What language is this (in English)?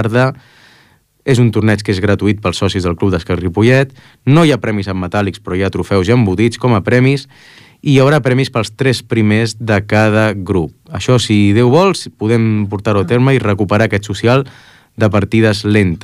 Catalan